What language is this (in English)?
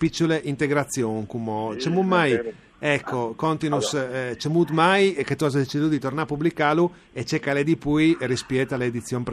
Friulian